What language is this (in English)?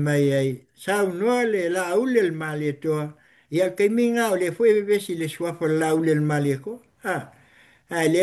Samoan